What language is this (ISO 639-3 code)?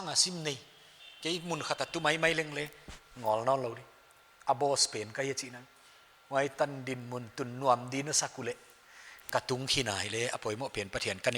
pck